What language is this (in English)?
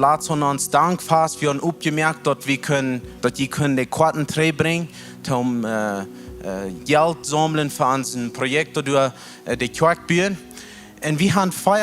Plautdietsch